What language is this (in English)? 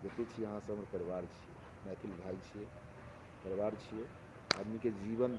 Maithili